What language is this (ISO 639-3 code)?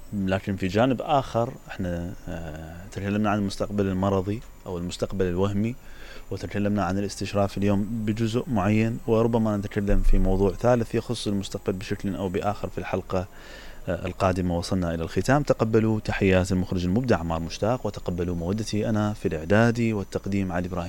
acm